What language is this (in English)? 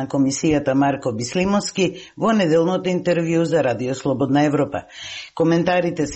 Macedonian